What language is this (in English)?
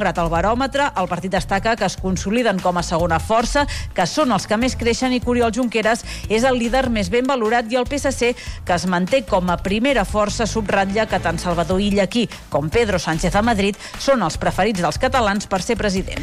Catalan